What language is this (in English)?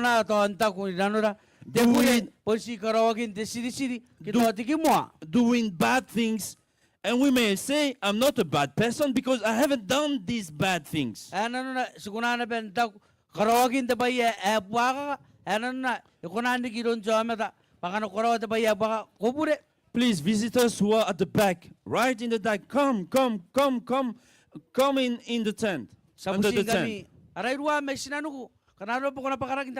Gilbertese